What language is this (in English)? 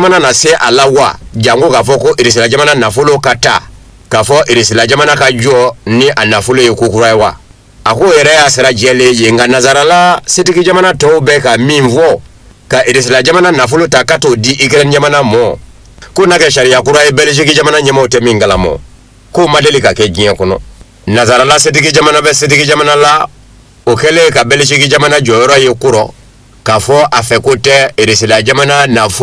Bambara